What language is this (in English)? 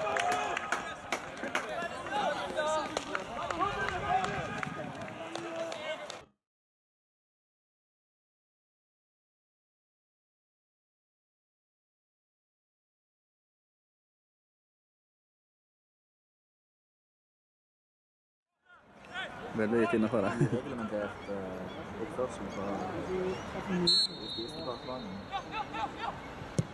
Norwegian